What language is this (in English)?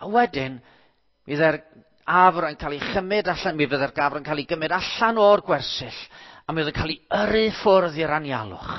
Welsh